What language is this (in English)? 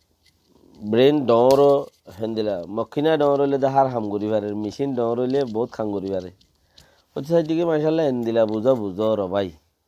Rohingya